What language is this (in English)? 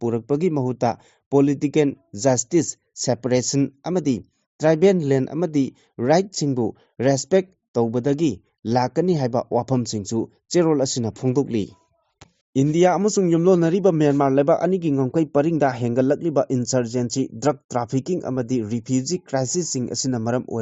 Manipuri